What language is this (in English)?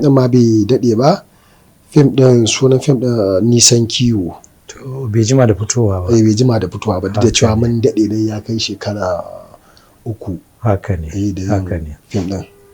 Hausa